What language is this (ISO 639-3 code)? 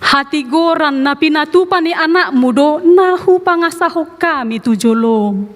bbc